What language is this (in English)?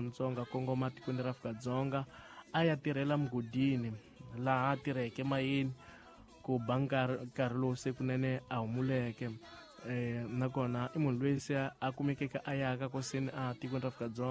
Tsonga